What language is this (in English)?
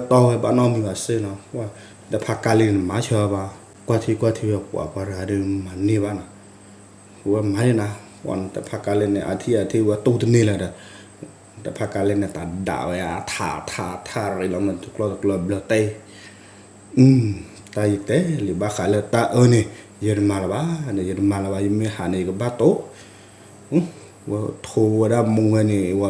S'gaw Karen